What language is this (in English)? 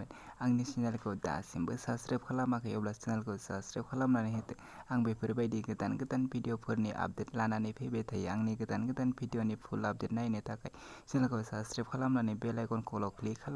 Bodo